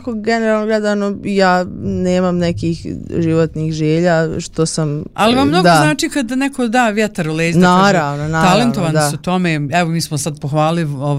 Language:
Serbian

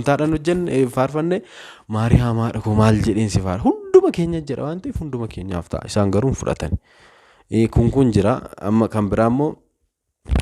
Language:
Oromo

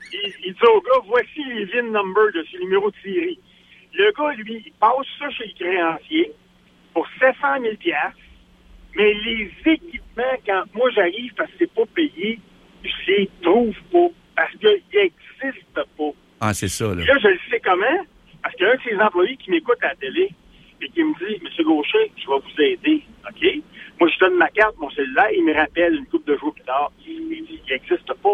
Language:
French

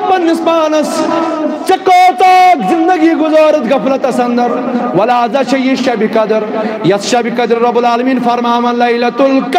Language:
Kashmiri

